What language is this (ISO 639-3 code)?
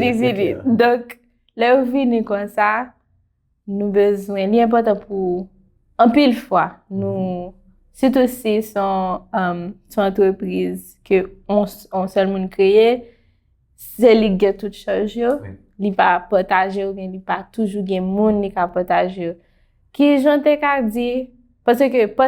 hat